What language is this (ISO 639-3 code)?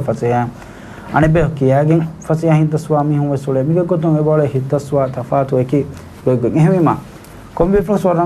div